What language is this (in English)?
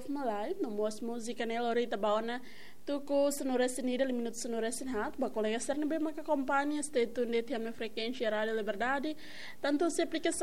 Tetum